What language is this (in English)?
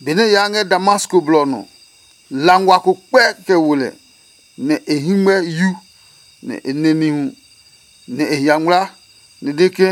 Adangme